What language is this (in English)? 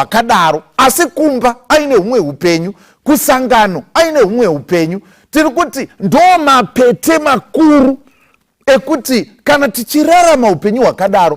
Shona